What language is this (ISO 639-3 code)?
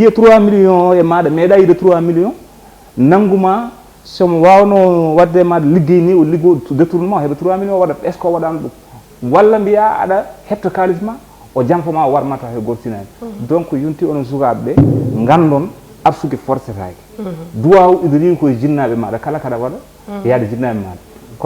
ful